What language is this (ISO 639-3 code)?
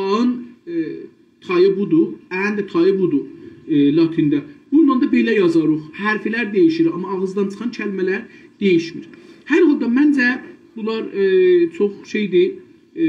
azb